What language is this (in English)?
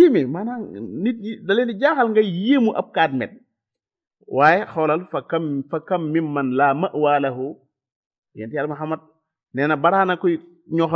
Wolof